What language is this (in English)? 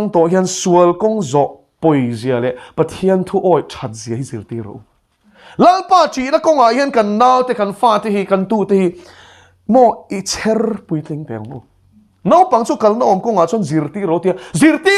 Mizo